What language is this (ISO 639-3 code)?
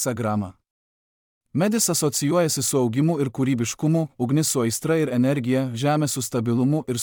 lit